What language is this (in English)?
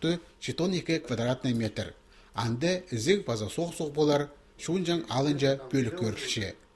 Khakas